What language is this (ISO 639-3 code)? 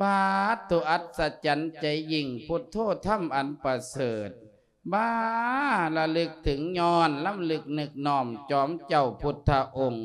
lao